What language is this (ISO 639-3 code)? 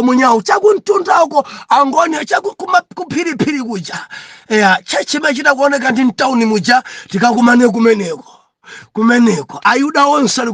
nya